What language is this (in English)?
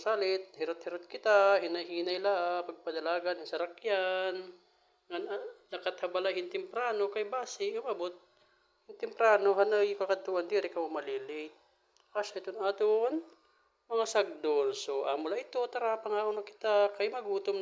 Waray